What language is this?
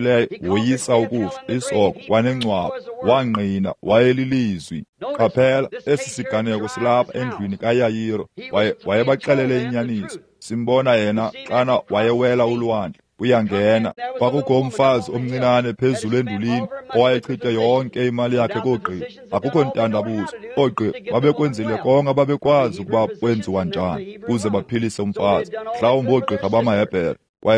Xhosa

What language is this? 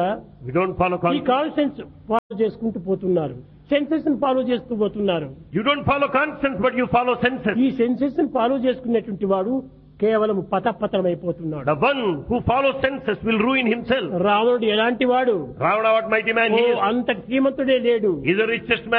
Telugu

